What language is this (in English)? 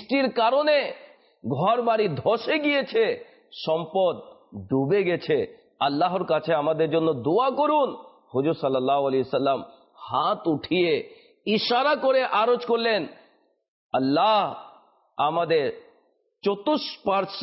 Bangla